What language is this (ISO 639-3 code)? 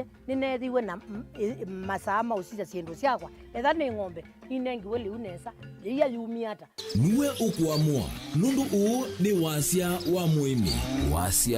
kam